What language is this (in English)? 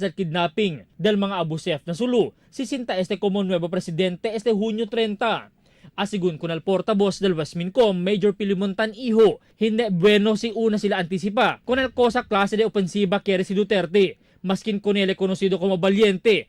Chavacano